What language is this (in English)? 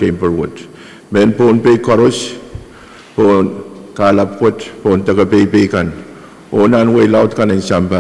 Pohnpeian